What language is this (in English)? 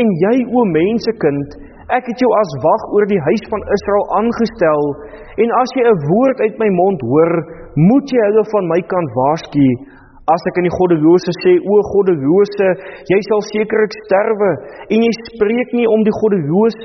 Afrikaans